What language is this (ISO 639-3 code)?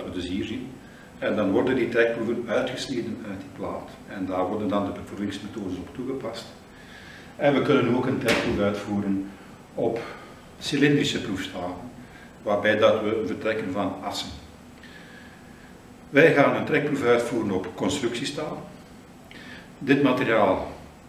nld